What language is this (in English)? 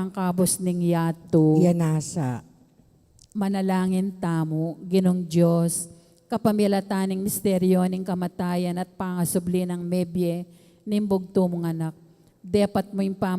Pampanga